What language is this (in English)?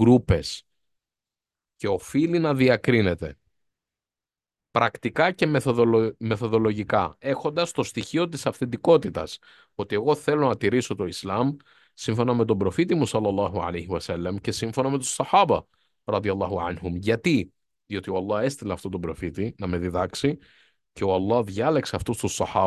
Greek